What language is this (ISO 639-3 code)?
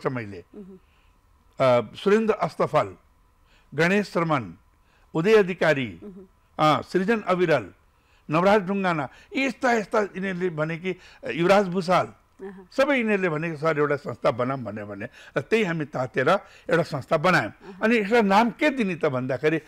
nep